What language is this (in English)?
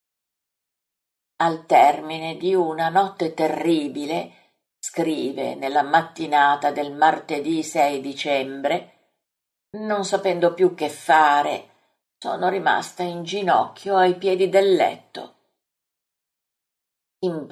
Italian